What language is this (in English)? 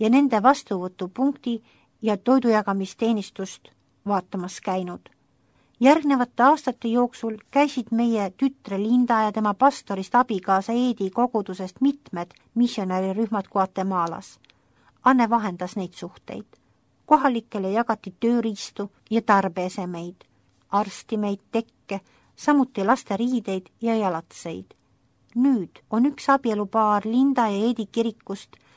Estonian